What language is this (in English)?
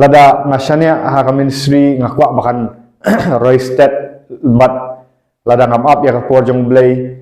Khasi